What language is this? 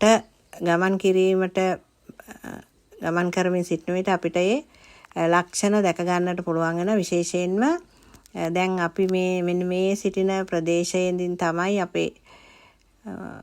Sinhala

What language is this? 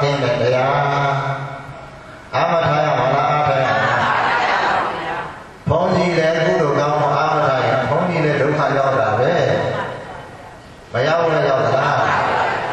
Burmese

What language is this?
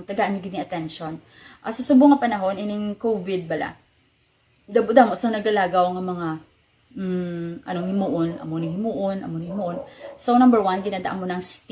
Hiligaynon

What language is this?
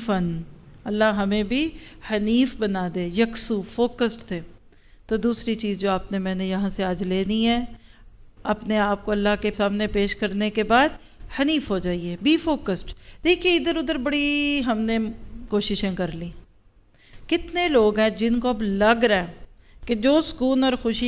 Urdu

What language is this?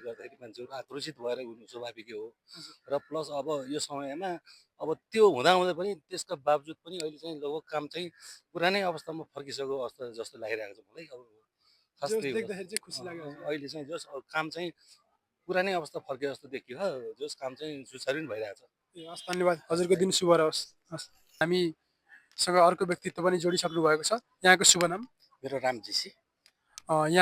Nepali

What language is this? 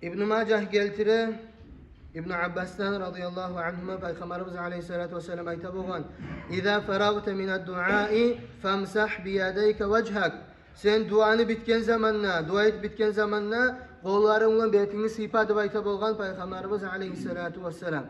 Kumyk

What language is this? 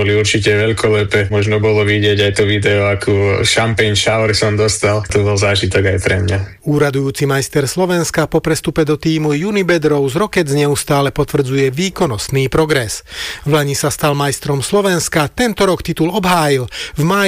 Slovak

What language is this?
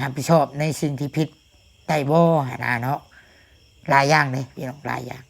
Lao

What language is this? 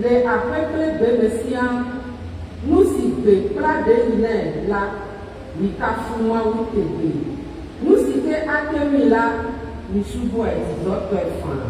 Ewe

